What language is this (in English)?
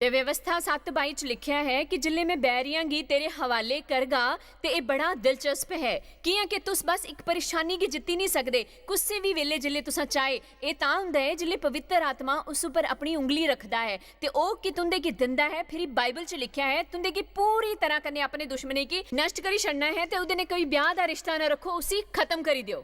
Dogri